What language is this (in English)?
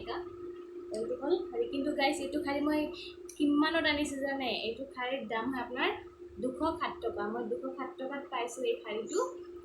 Assamese